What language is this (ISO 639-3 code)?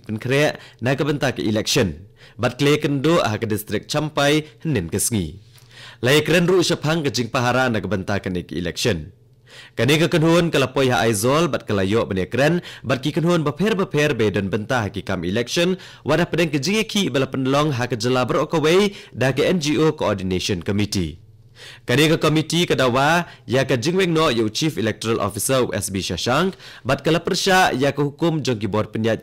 kha